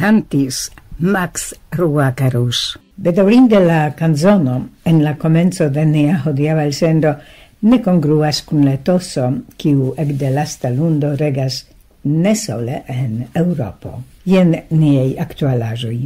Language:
Esperanto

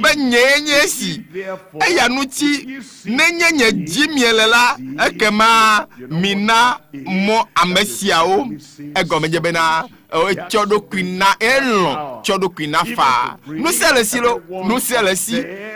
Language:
Ewe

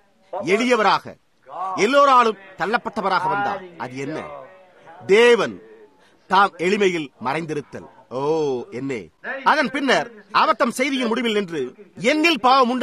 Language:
Tamil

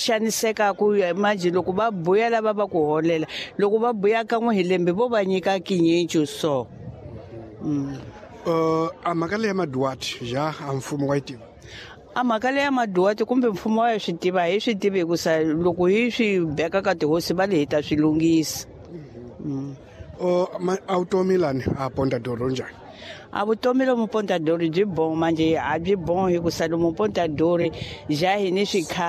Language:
Tsonga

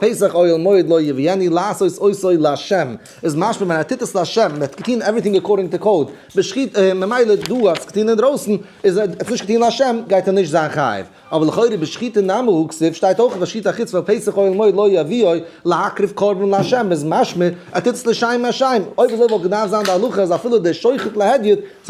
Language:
Yiddish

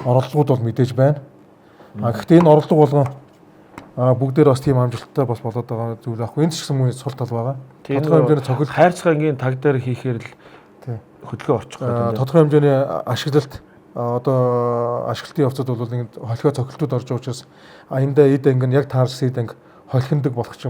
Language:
Mongolian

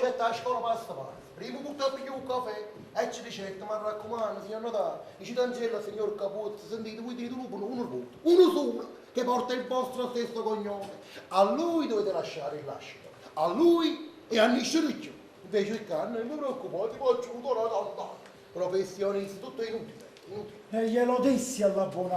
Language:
Neapolitan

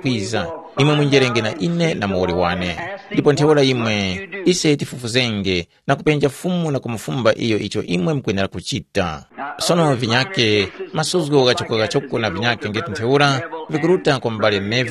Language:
Tumbuka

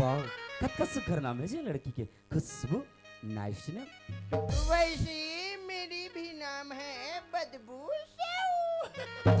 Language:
Chhattisgarhi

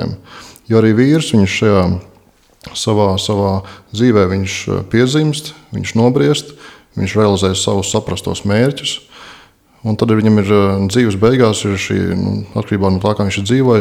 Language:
Latvian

